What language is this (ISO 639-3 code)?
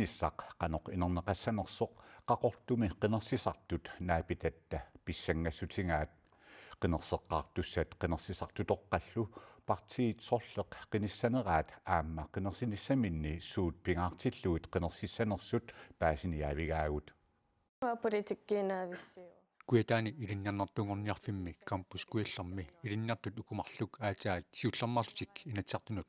kal